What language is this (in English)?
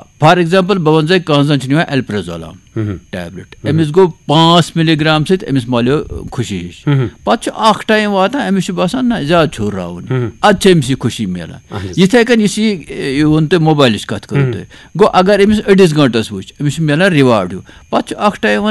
Kashmiri